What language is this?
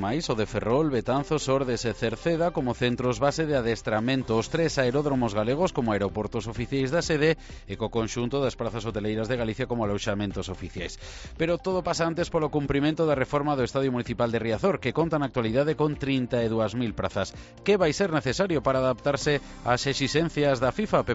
Galician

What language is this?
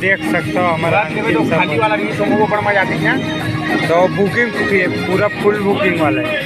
Chhattisgarhi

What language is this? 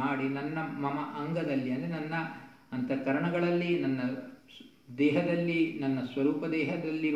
Kannada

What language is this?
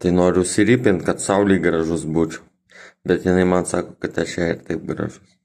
Lithuanian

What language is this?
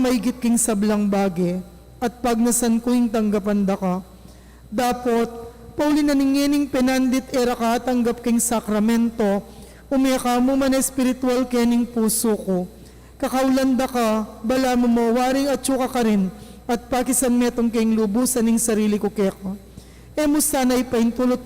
Pampanga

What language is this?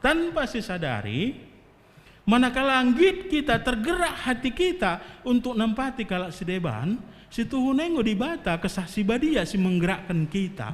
Batak Karo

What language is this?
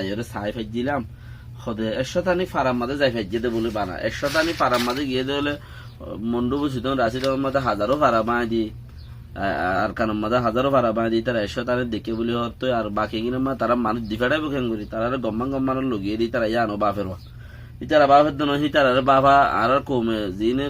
Rohingya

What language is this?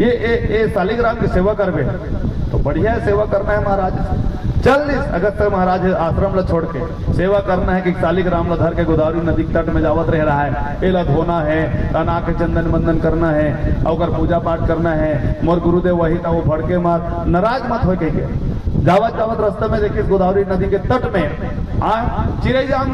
Chhattisgarhi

